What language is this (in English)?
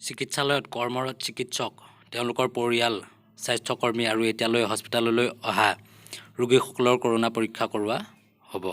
Assamese